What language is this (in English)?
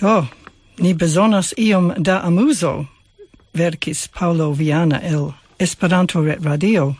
Esperanto